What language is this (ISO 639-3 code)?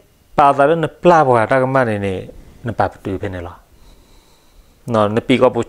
ksw